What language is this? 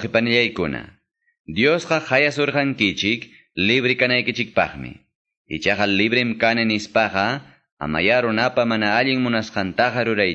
Quechua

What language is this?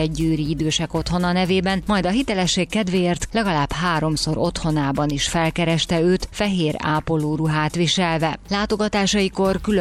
Hungarian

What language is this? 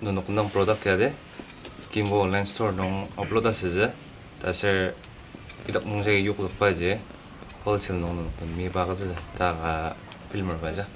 Ao Naga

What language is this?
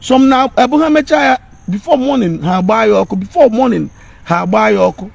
Igbo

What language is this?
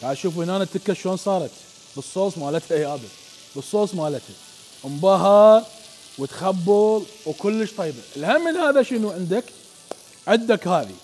Mesopotamian Arabic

